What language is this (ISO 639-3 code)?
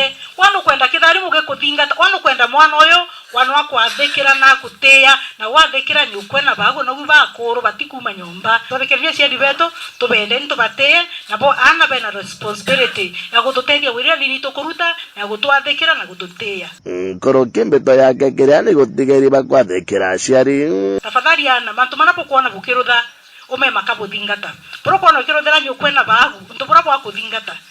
mer